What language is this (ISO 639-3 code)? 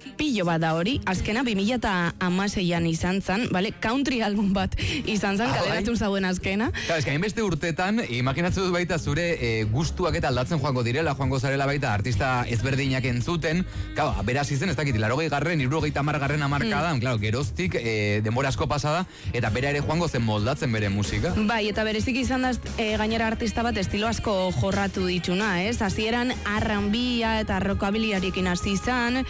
eus